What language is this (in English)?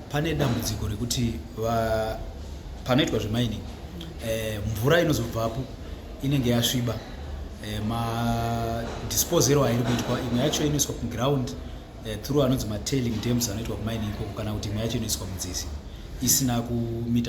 Shona